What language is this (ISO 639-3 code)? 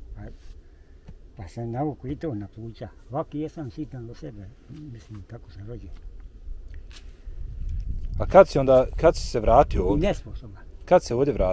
bos